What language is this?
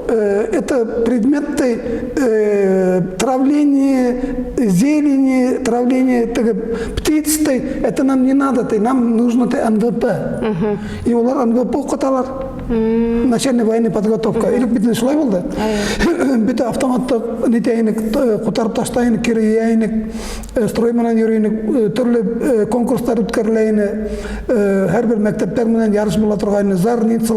Bashkir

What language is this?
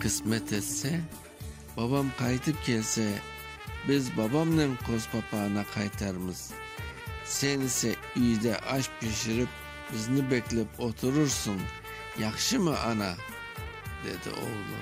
Crimean Tatar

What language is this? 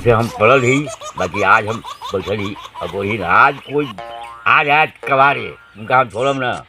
Magahi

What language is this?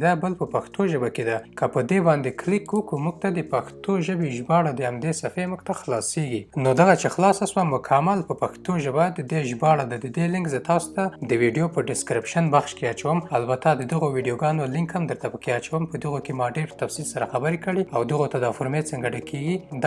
Pashto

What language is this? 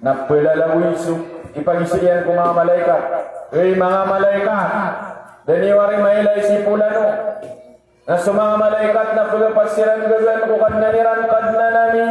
Maranao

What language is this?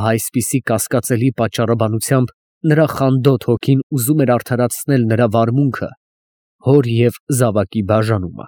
Armenian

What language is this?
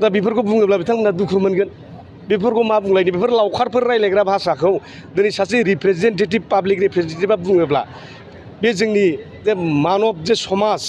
Bodo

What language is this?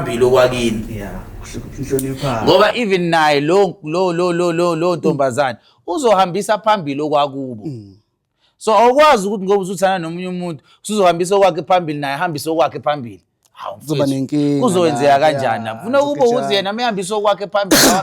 Zulu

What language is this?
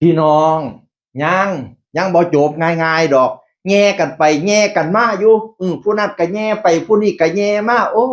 Northeastern Thai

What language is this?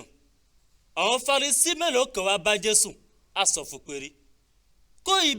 Yoruba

